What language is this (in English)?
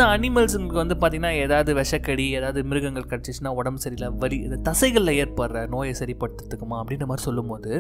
Tamil